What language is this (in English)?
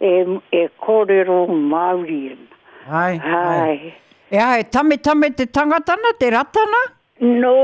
Māori